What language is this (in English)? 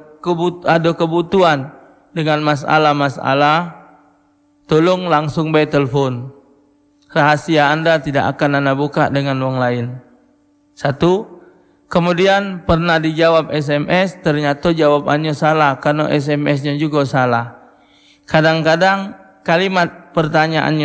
Musi